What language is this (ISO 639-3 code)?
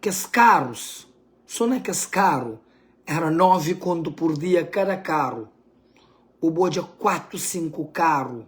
kea